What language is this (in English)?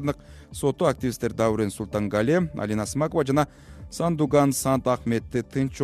Kyrgyz